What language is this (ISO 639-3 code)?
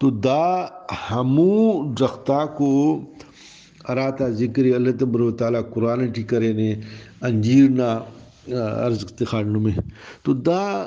brh